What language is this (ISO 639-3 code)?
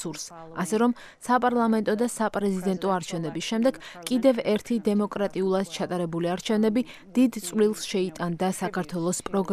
kat